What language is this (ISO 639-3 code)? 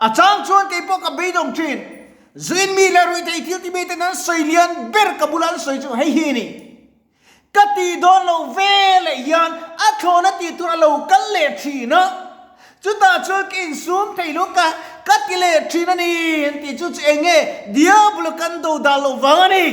lus